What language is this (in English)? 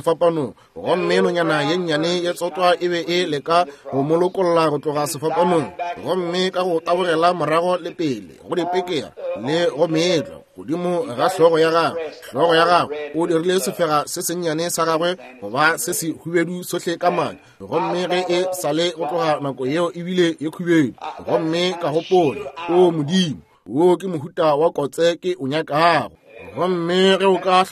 Northern Sotho